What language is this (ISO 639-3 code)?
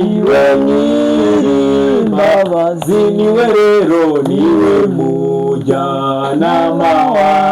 kin